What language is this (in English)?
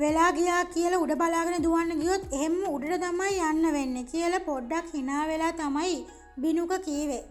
Sinhala